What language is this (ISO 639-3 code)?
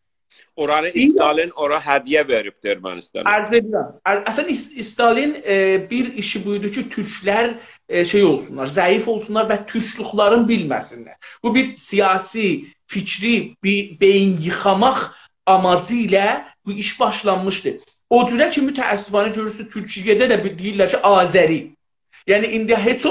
azb